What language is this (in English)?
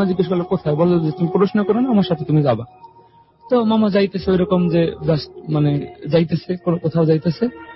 Bangla